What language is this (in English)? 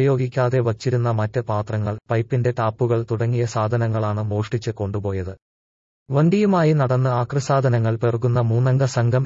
Malayalam